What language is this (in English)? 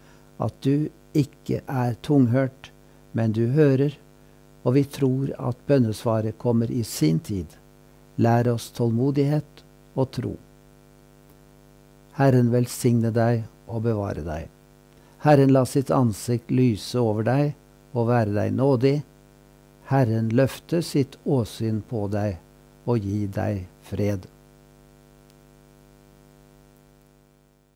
Norwegian